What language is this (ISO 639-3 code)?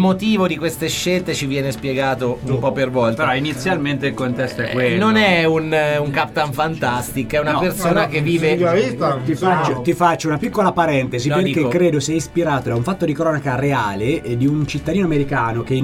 ita